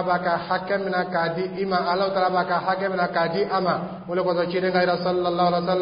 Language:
Dyula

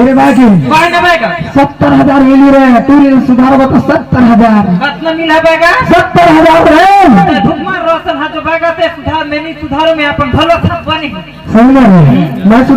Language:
Chhattisgarhi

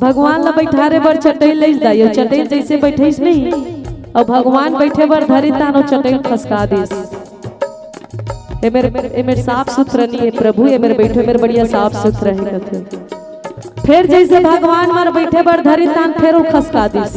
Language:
Chhattisgarhi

